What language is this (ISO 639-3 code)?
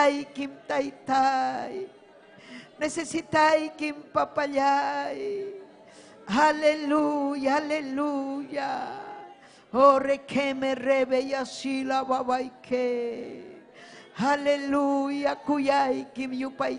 quy